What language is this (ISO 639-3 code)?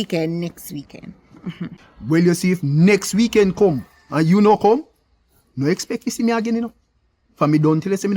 jam